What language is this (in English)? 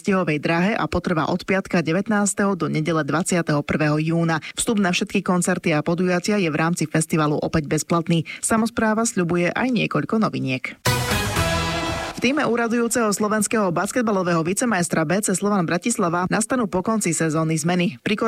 Slovak